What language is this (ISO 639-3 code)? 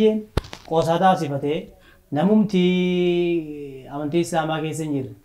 orm